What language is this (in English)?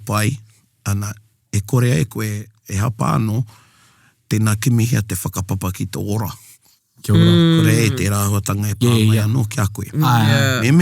Māori